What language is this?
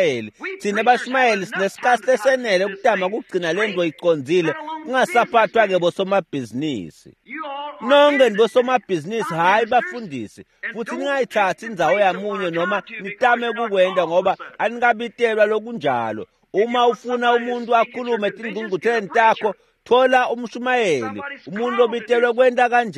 Swati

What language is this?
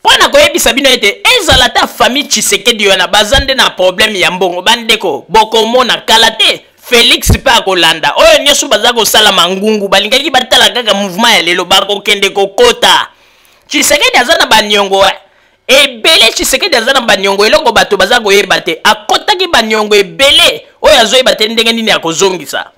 Lingala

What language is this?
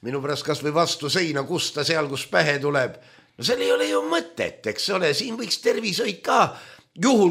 Estonian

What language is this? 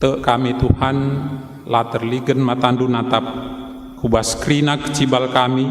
Batak Karo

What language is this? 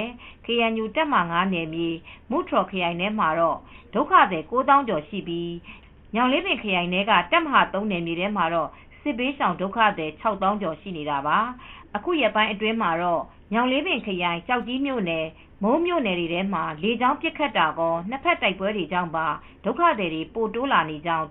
Burmese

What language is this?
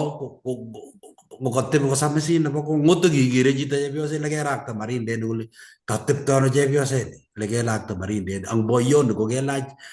Kalenjin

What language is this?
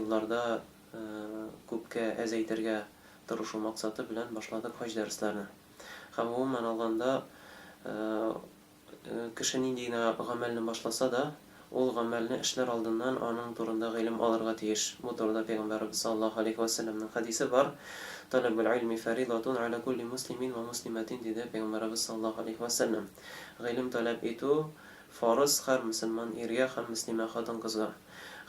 Tatar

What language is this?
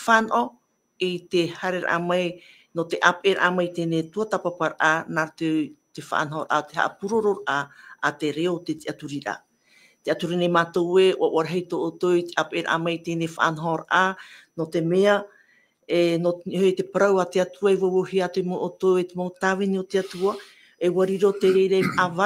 Tahitian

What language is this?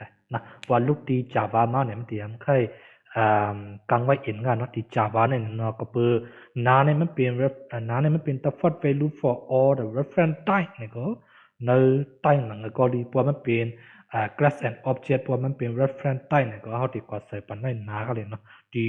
Shan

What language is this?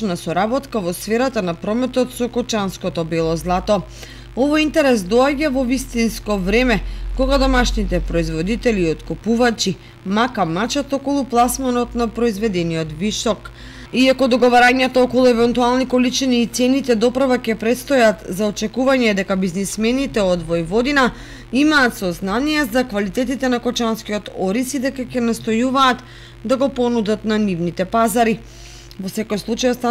Macedonian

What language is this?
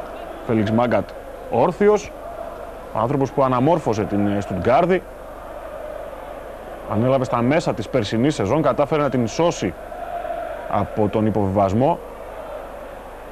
Greek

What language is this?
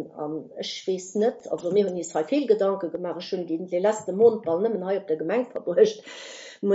Luxembourgish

